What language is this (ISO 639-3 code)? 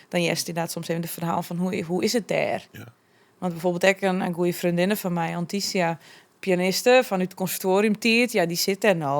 fry